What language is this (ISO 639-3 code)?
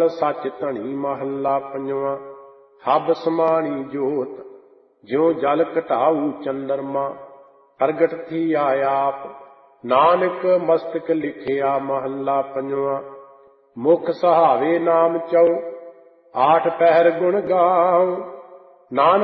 pan